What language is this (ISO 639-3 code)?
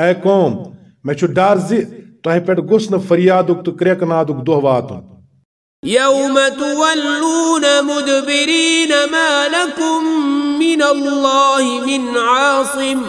kas